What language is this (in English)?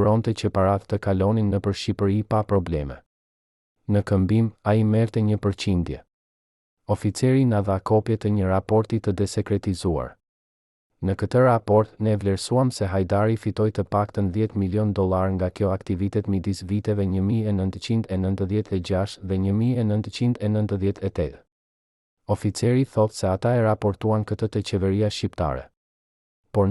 Albanian